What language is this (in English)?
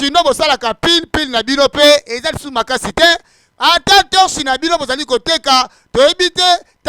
Lingala